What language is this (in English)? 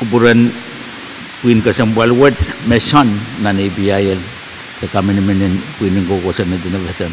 Pohnpeian